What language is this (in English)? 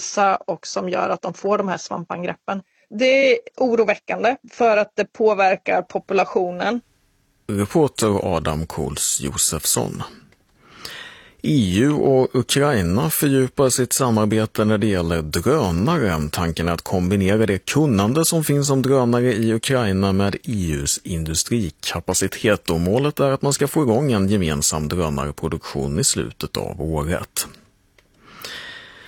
Swedish